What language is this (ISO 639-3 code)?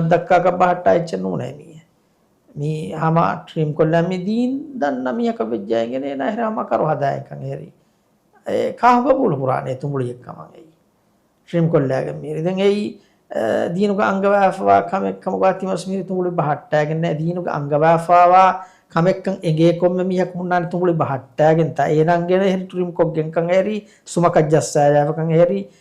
div